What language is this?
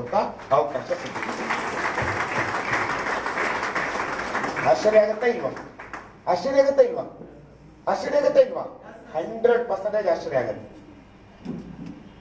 Kannada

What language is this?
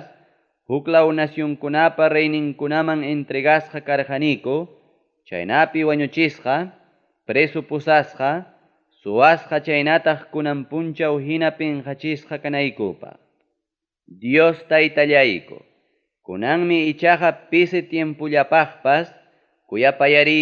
Ayacucho Quechua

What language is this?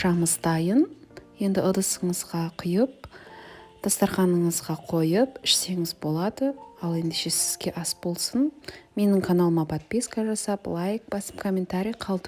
Kazakh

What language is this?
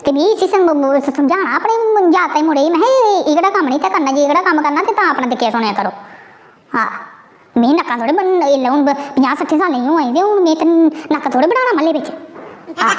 Dogri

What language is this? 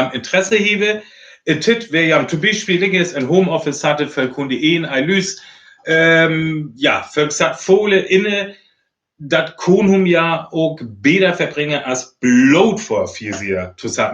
Northern Frisian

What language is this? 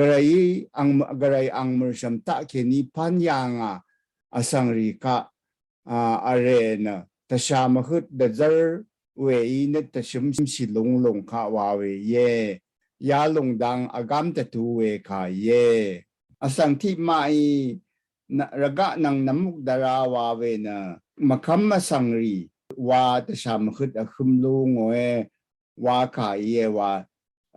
Rawang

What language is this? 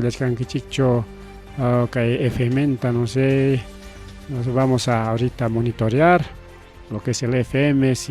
Ayacucho Quechua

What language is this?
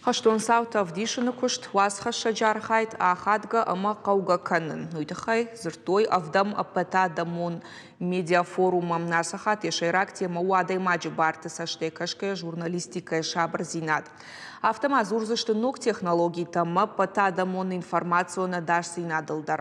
Ossetic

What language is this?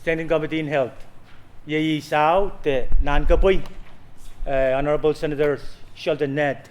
Pohnpeian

